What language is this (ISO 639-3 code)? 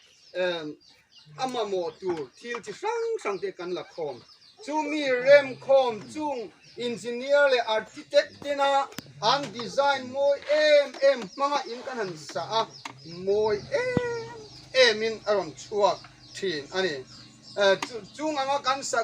hmr